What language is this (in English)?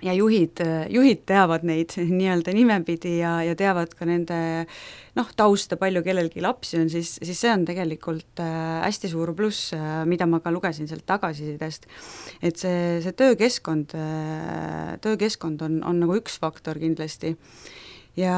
Estonian